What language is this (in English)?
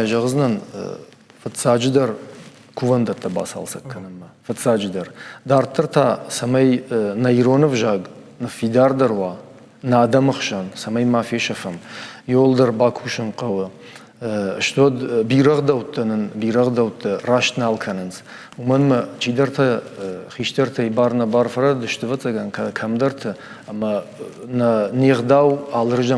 Ossetic